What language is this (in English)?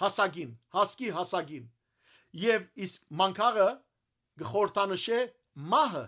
Western Armenian